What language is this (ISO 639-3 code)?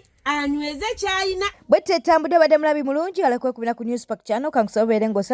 lug